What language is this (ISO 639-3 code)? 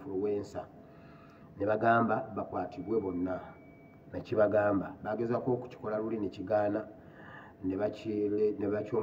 lug